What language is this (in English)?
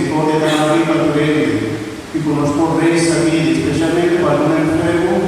Papiamento